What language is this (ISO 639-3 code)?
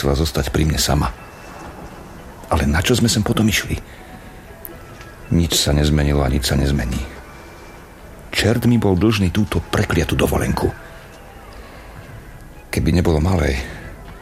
slk